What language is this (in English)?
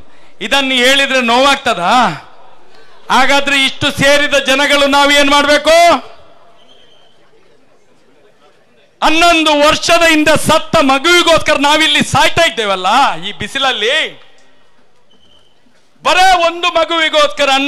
Kannada